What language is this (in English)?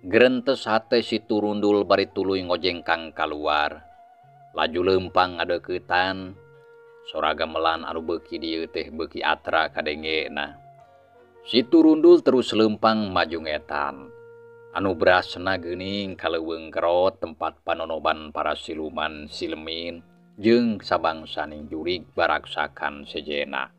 Sundanese